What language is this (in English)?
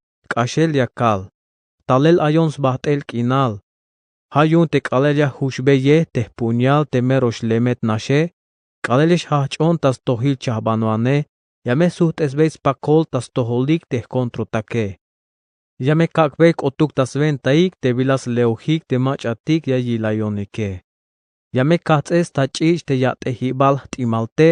Tzeltal